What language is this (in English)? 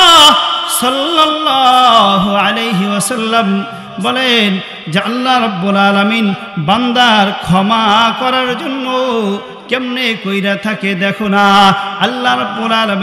Bangla